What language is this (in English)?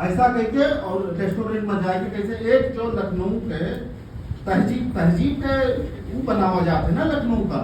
Awadhi